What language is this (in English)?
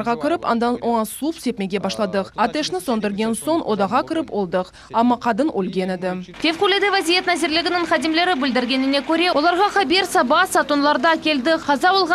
Crimean Tatar